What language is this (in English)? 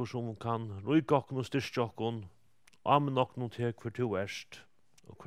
Faroese